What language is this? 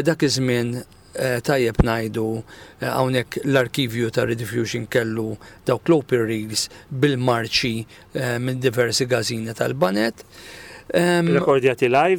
Maltese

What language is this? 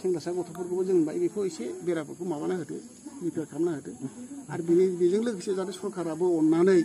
Bodo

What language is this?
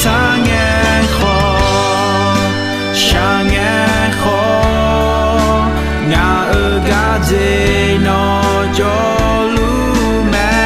Akha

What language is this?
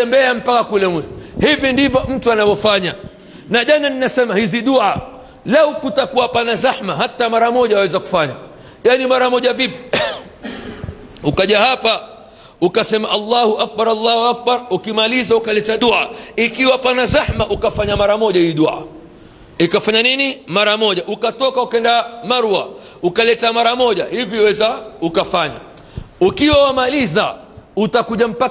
Swahili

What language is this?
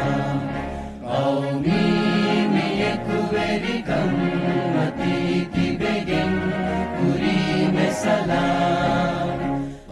Divehi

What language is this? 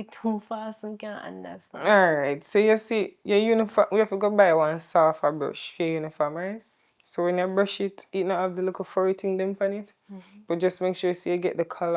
Jamaican Creole English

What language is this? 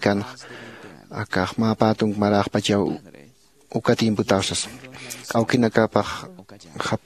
Aymara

